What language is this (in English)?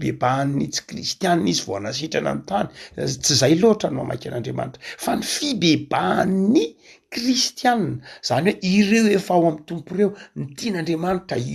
Malagasy